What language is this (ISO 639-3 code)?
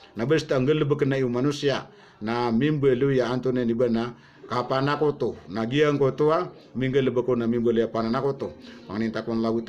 mrw